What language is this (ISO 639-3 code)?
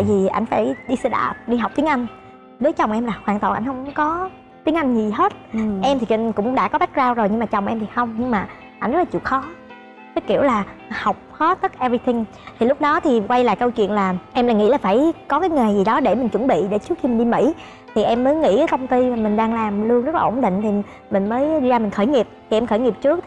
vie